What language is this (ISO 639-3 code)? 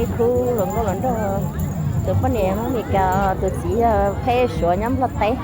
hmn